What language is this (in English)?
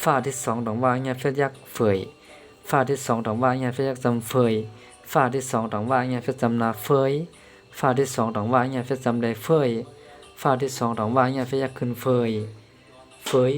Shan